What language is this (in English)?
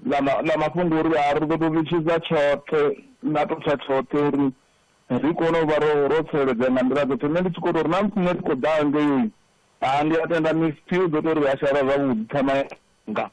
Venda